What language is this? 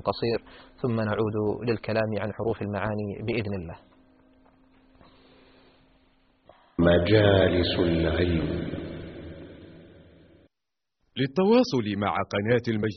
Arabic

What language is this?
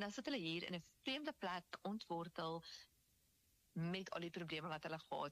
Afrikaans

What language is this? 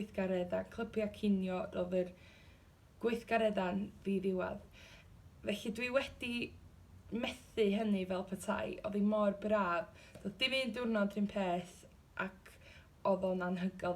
Welsh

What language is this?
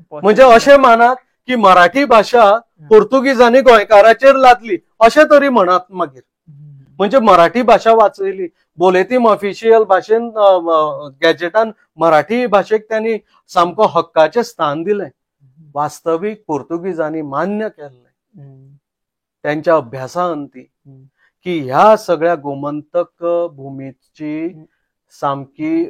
Konkani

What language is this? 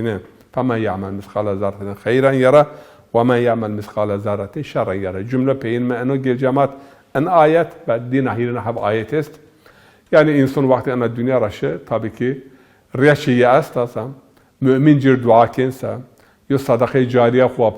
Zaza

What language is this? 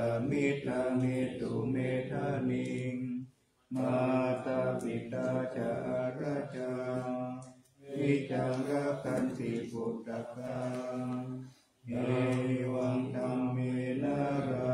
Pali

